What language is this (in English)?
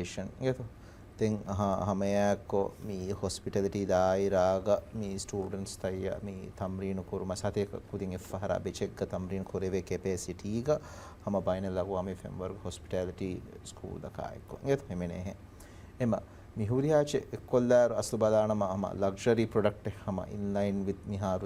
Divehi